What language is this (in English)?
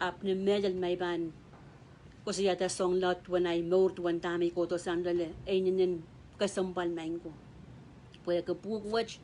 Pohnpeian